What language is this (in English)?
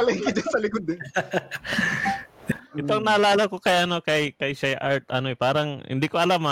Filipino